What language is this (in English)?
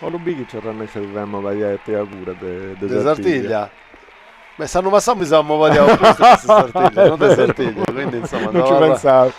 Sardinian